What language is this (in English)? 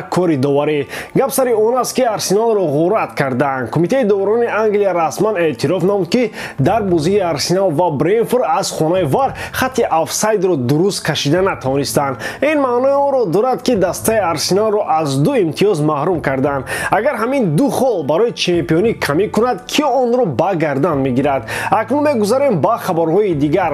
Tajik